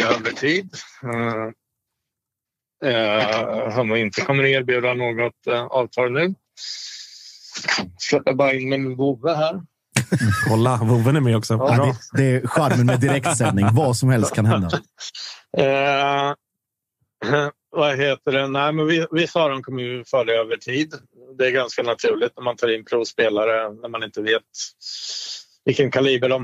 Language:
Swedish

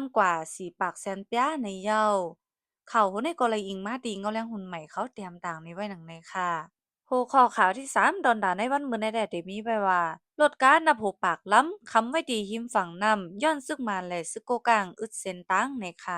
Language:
Shan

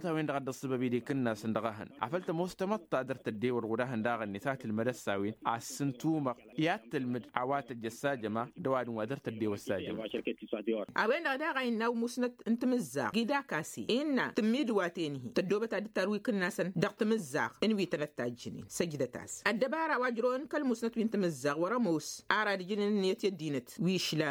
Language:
Tamasheq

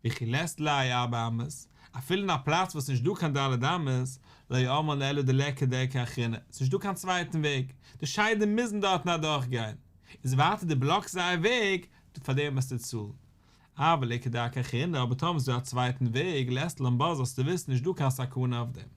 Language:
Yiddish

